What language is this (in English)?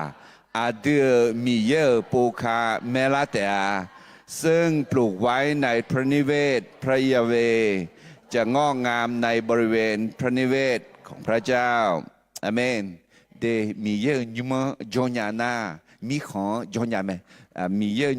Akha